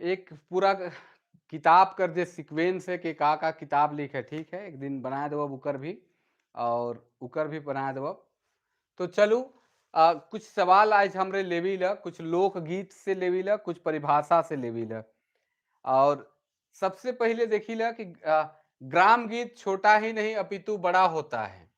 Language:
Sadri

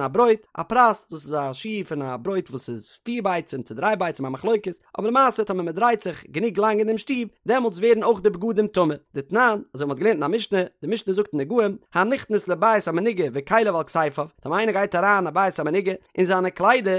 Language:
Yiddish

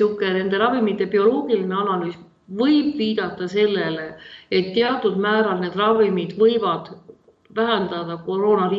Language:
Estonian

